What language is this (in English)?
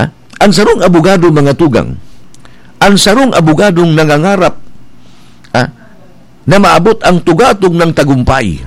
Bikol